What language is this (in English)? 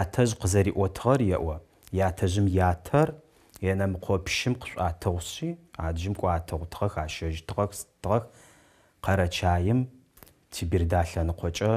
Adyghe